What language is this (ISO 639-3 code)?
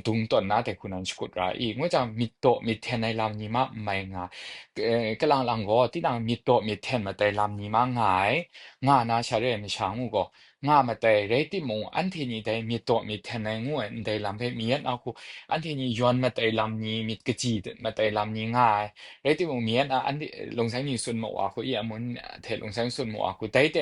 kac